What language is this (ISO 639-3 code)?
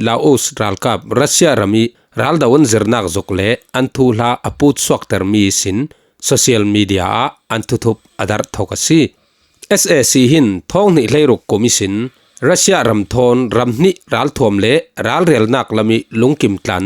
cfm